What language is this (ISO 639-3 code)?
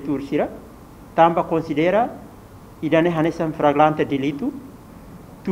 tet